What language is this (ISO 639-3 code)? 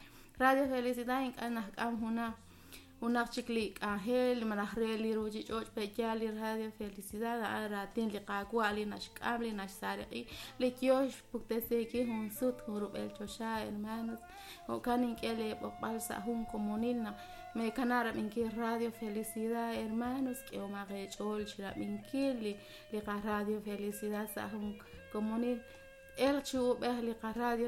kek